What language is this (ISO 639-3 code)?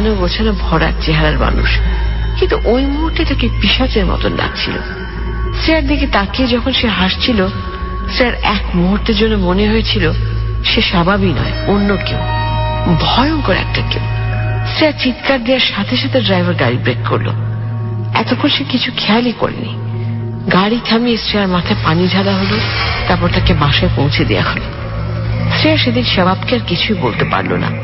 ben